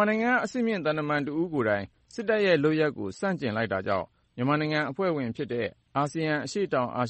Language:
Burmese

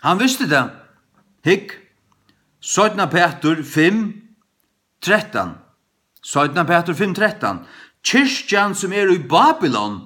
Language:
Faroese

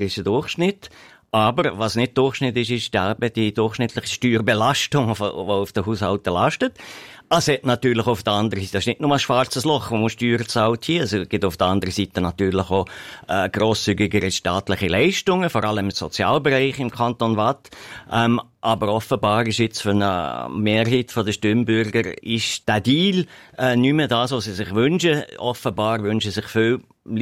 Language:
German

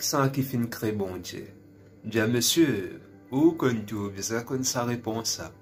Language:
Morisyen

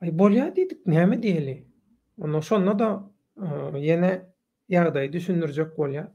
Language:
Turkmen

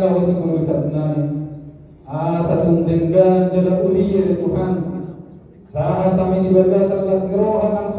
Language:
Batak Toba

